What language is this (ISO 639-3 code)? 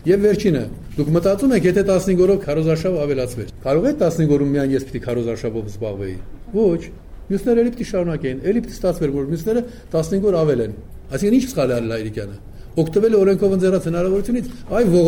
hye